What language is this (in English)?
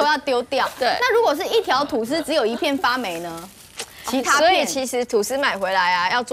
Chinese